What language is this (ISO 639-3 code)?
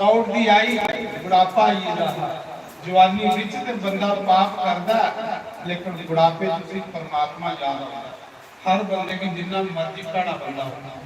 doi